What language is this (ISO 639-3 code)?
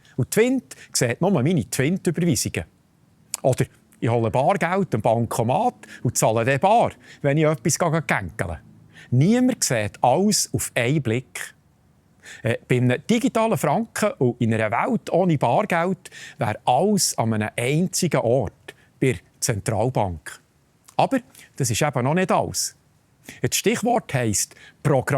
gsw